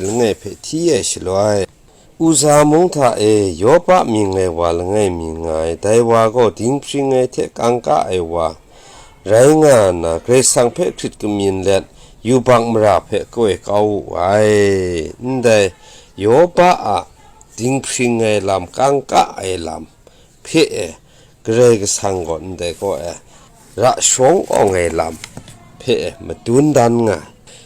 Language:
Kachin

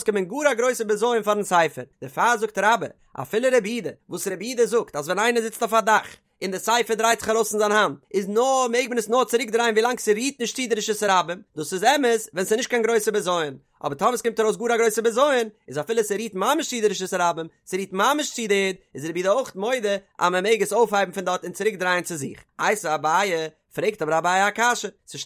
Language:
Yiddish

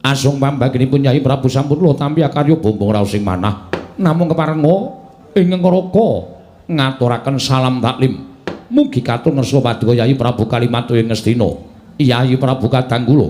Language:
Javanese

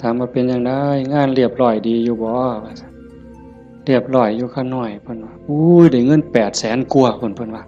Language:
Northeastern Thai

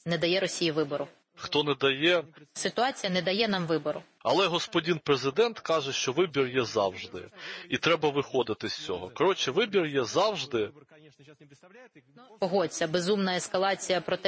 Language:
Ukrainian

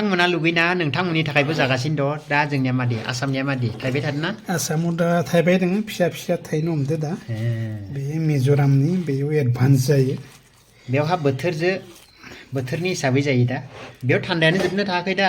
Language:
Bodo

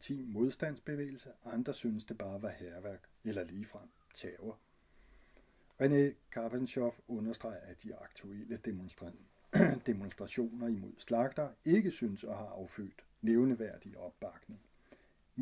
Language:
Danish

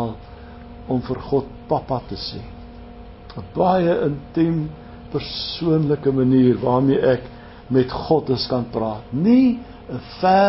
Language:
Afrikaans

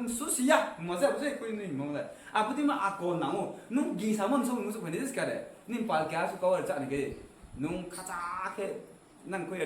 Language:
Riang (India)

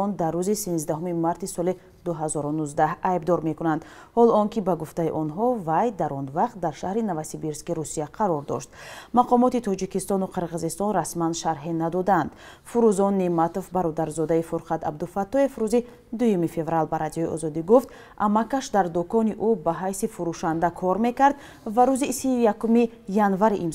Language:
Tajik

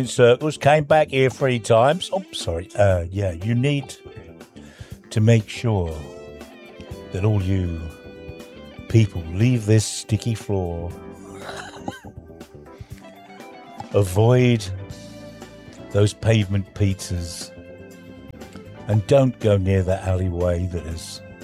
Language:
English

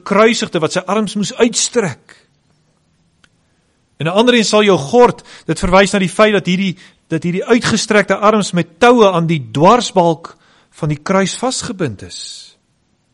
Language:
Afrikaans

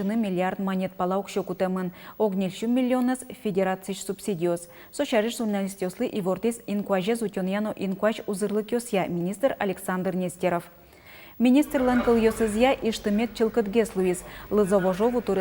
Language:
Udmurt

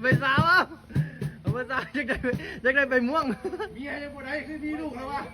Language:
Lao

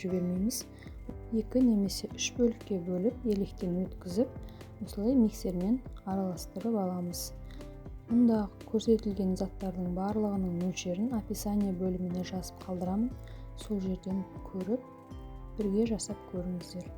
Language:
Kazakh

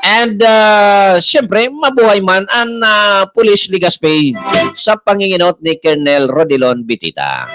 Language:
Bikol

